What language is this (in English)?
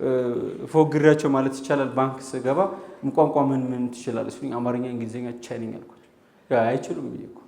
Amharic